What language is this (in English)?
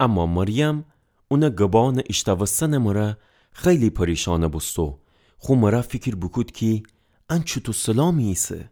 Gilaki